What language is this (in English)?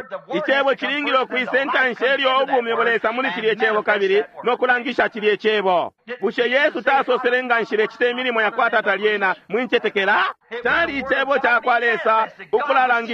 Bemba